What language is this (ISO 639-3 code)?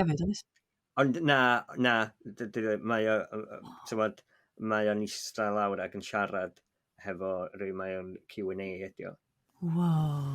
cym